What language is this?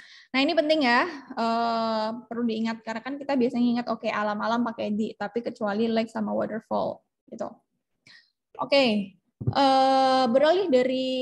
Indonesian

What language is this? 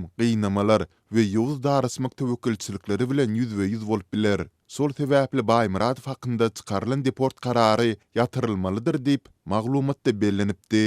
Turkmen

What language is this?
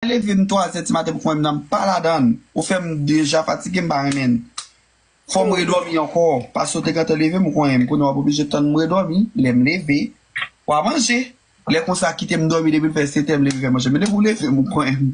Haitian Creole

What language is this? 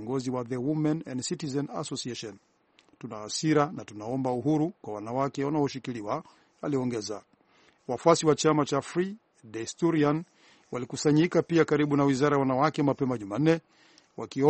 Swahili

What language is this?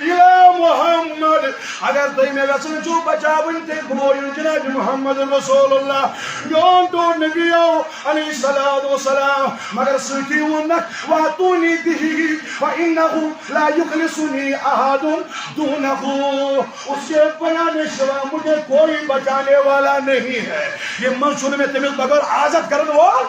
Kashmiri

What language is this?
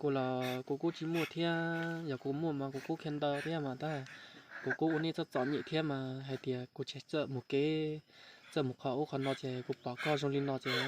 Hmong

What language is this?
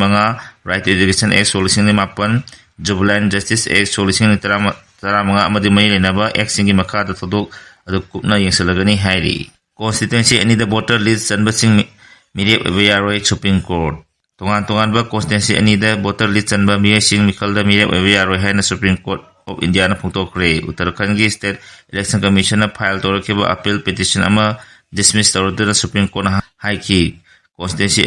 Manipuri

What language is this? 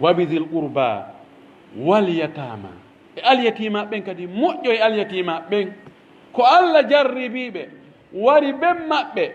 Pular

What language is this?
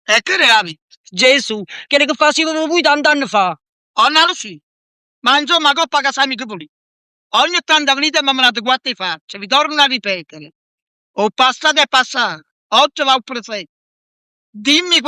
Neapolitan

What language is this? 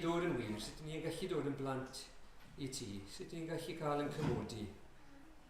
Welsh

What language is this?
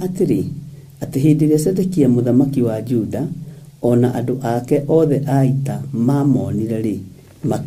Kikuyu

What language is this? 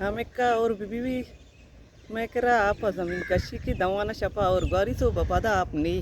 Baluchi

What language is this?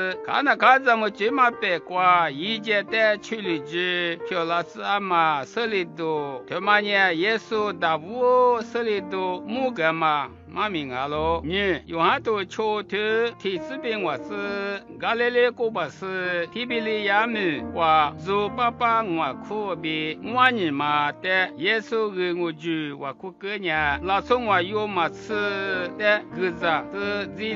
Lisu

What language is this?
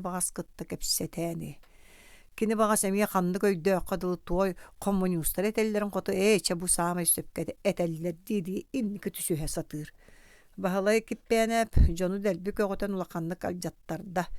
Yakut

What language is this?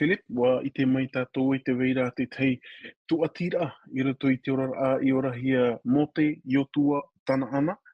Tahitian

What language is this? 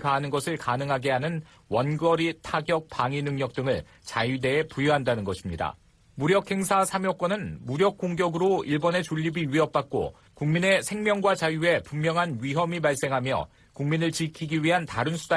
Korean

